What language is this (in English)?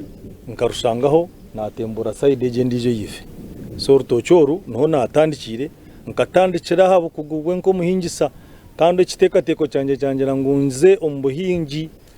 Nyankole